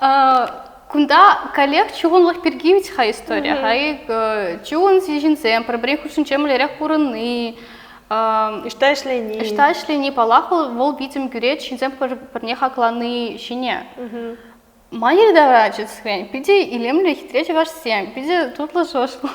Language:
Chuvash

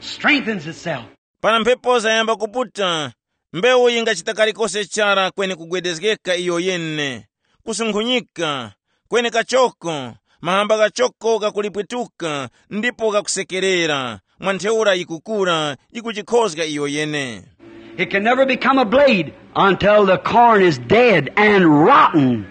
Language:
Tumbuka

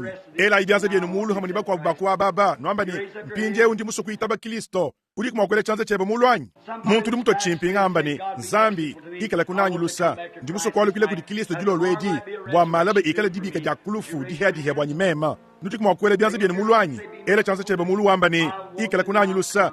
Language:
Luba-Lulua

